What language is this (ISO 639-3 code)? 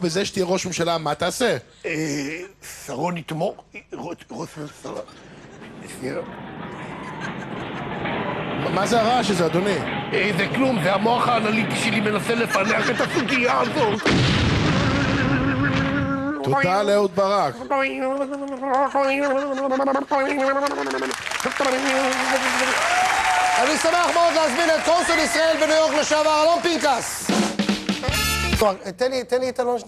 heb